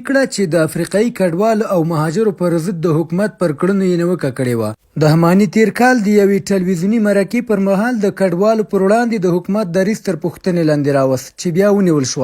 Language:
Pashto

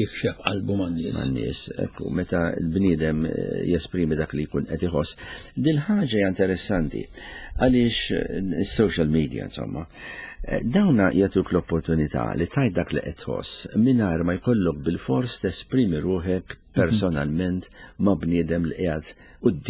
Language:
Maltese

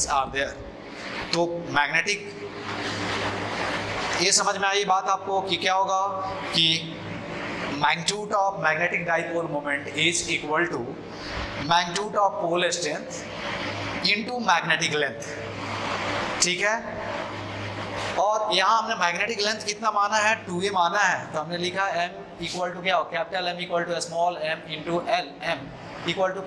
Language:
Hindi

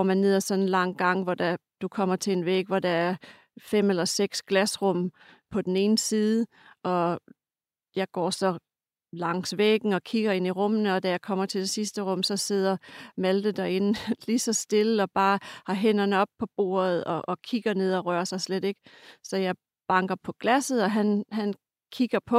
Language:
Danish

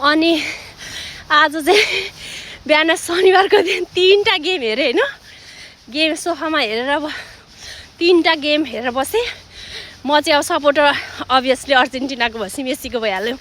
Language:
Nepali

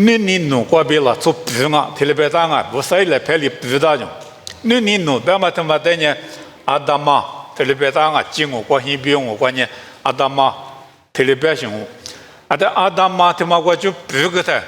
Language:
Lisu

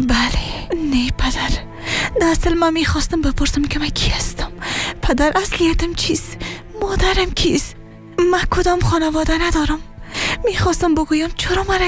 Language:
Persian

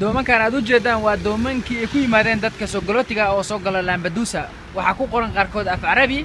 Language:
Somali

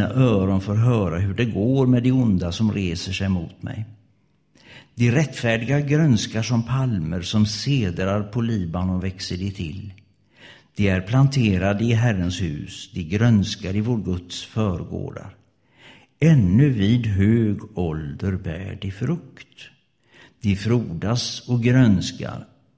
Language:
Swedish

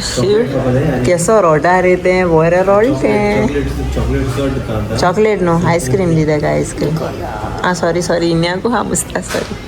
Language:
Konkani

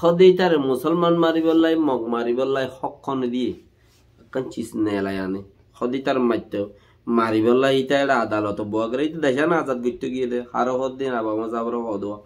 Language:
Rohingya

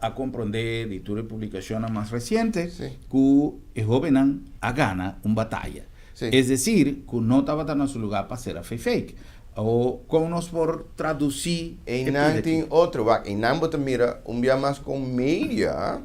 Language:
Papiamento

